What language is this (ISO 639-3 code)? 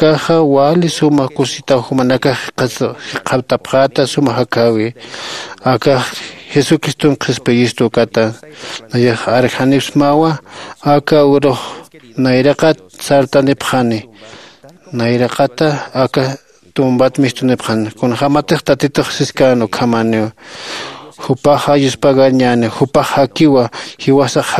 aym